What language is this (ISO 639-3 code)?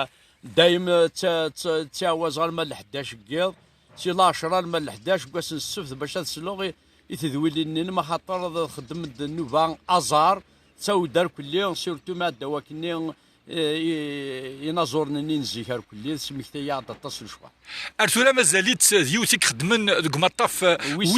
kab